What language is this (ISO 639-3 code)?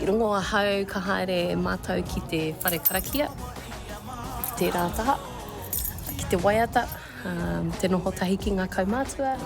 mri